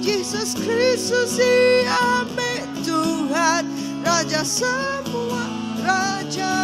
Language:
Iban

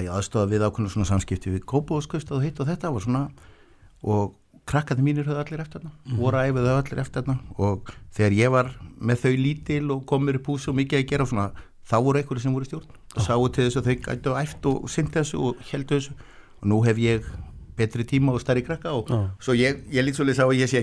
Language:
Icelandic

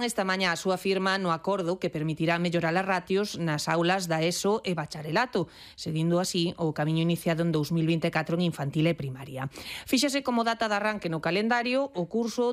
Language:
Galician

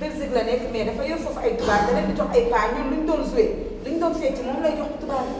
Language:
Wolof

